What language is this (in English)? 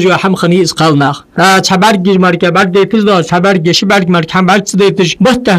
Ingush